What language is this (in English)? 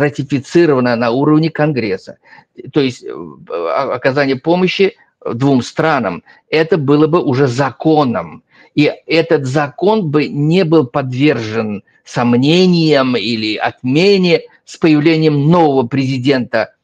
Russian